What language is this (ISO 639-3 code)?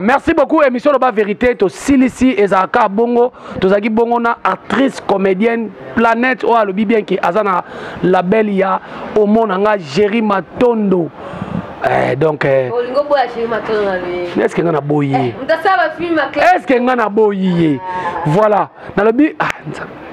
lin